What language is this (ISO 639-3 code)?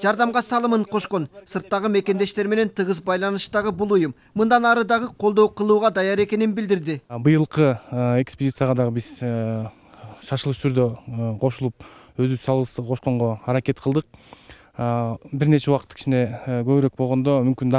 kir